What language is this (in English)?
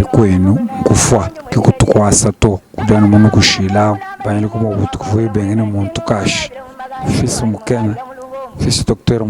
Luba-Lulua